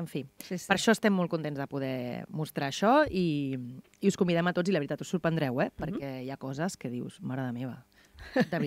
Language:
Catalan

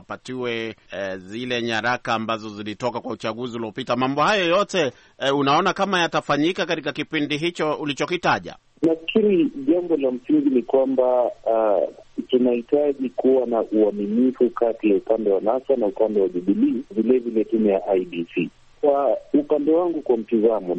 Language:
Swahili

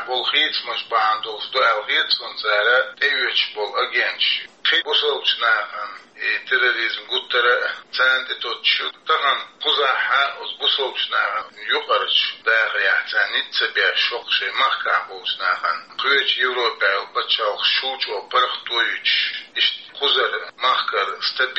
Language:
Chechen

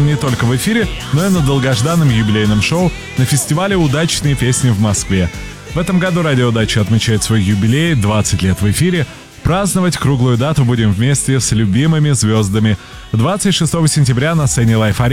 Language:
Russian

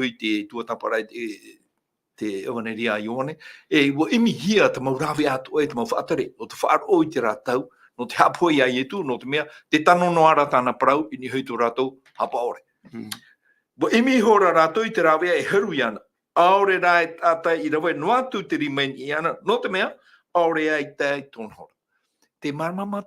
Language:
Tahitian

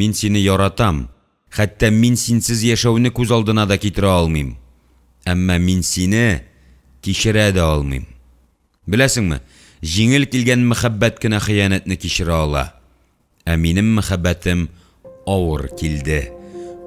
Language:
Tatar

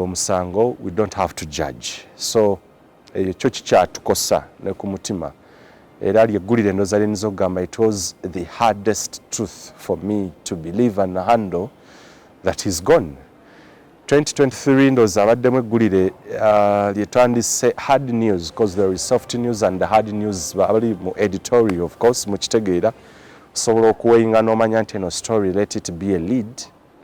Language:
Ganda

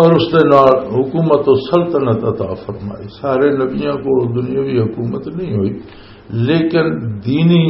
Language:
Western Panjabi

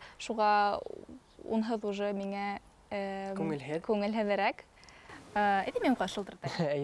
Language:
Bashkir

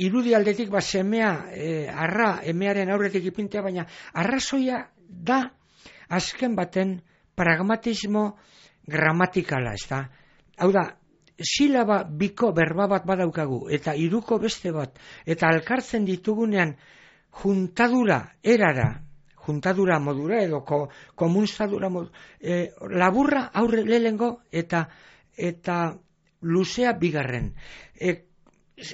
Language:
Basque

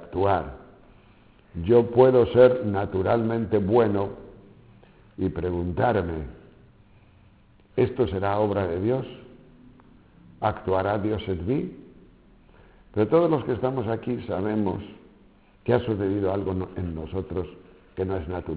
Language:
Spanish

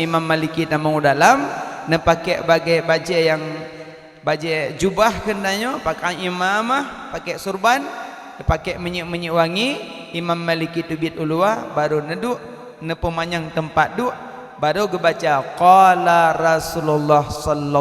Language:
Achinese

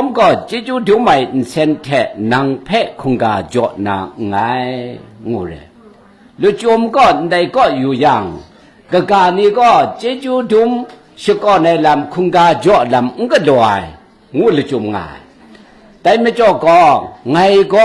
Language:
Kachin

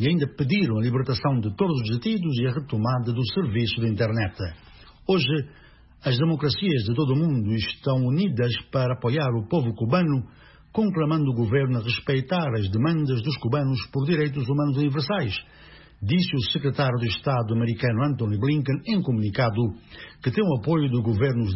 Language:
Portuguese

